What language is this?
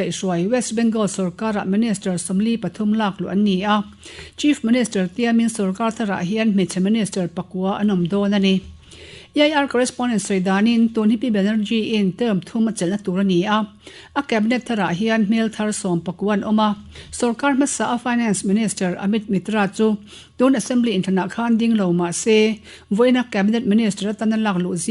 Mizo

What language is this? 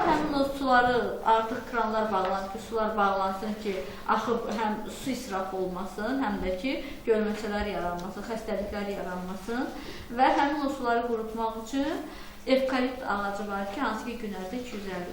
Azerbaijani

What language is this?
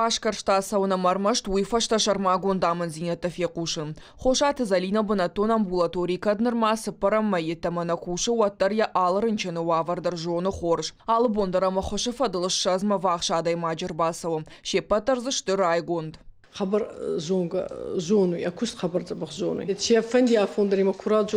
Ossetic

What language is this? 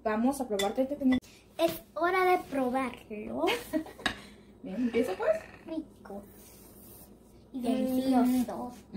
Spanish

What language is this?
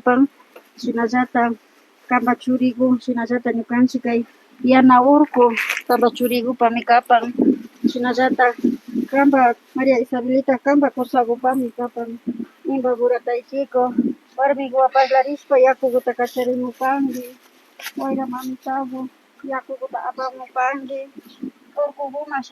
Imbabura Highland Quichua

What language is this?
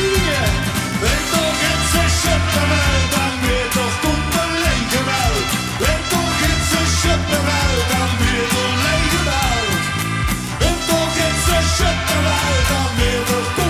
Limburgish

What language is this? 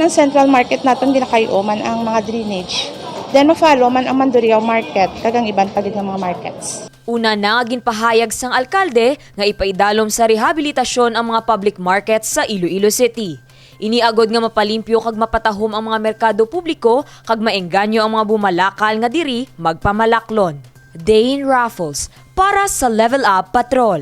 Hiligaynon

